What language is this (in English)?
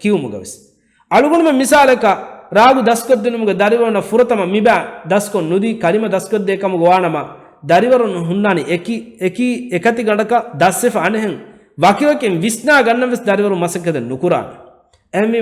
Divehi